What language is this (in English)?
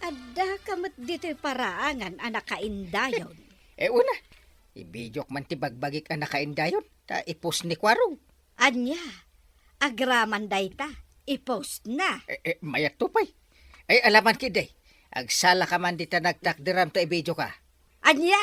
Iloko